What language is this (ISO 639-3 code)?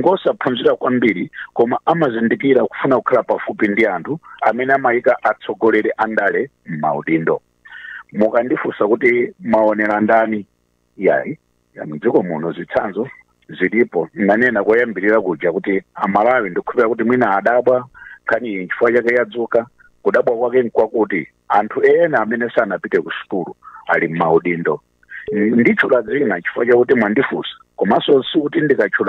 nya